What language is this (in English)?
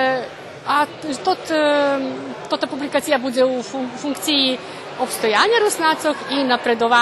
Rusyn